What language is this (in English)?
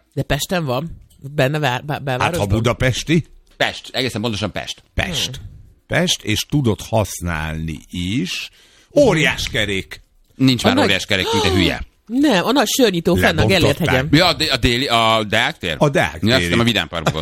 Hungarian